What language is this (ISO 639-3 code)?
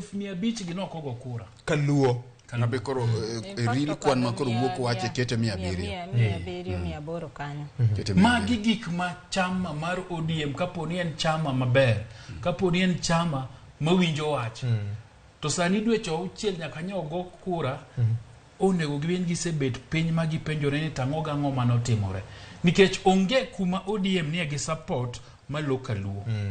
luo